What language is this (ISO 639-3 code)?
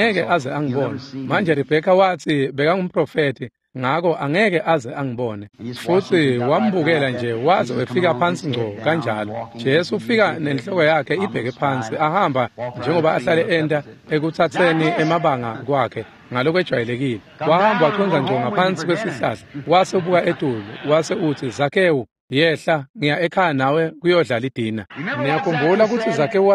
ssw